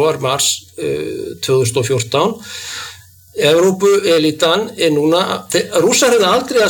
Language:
Icelandic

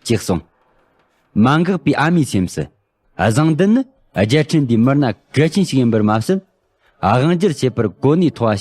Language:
Tibetan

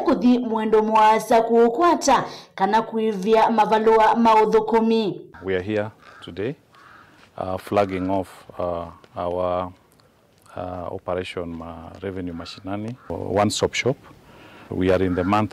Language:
Kamba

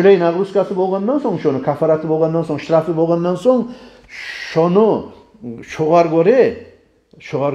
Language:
Kumyk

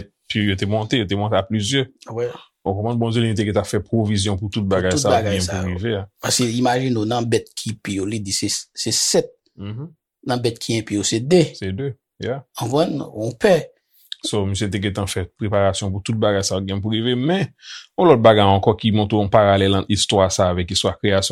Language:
Haitian Creole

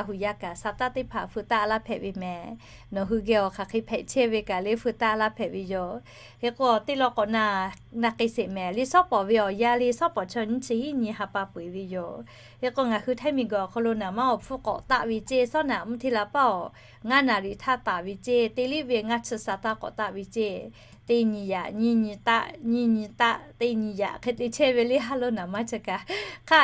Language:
Lahu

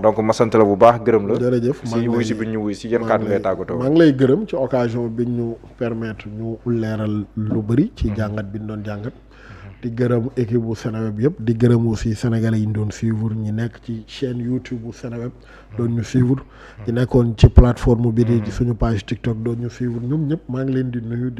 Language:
Wolof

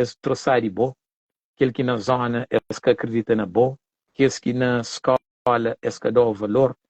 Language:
Kabuverdianu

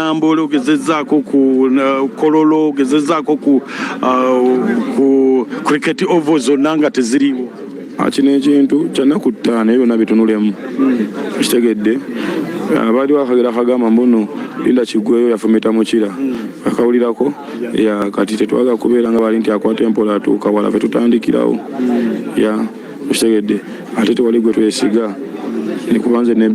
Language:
Ganda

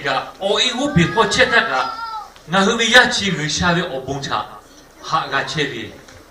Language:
Lahu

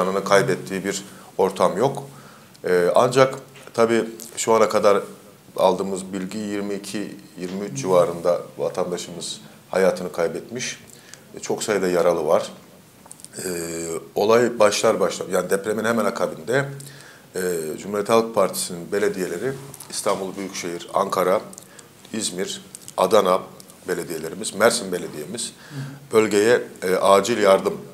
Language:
Turkish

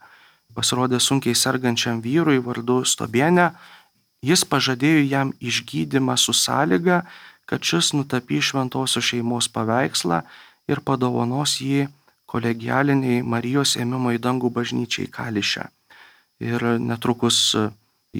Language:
Lithuanian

